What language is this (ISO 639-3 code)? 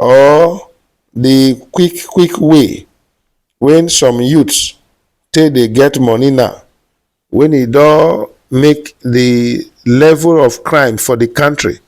pcm